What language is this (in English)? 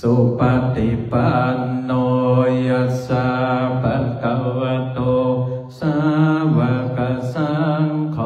Pali